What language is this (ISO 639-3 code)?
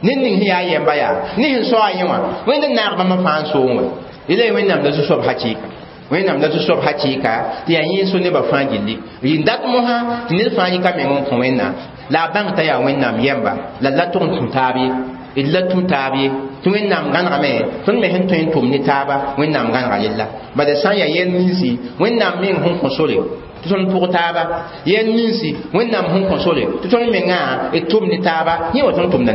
mos